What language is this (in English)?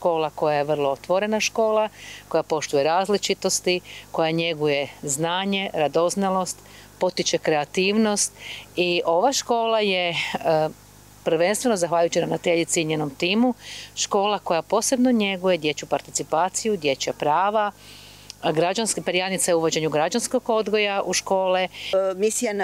Croatian